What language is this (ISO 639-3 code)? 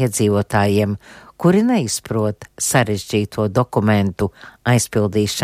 lav